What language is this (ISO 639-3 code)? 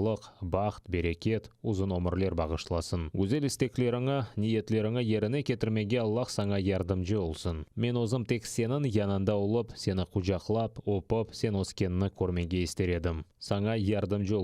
crh